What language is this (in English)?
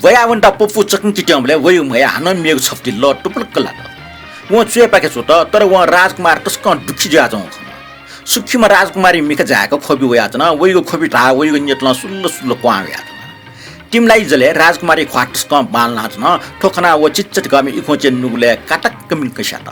Newari